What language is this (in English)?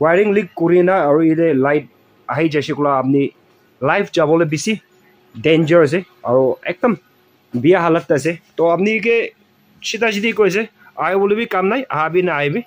Naga Pidgin